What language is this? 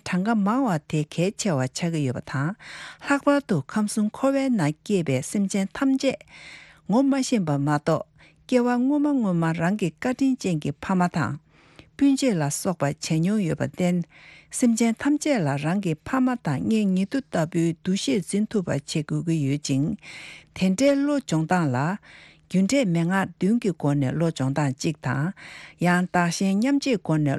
Tibetan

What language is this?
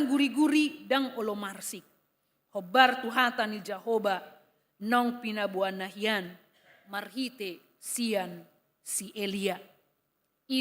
Batak Toba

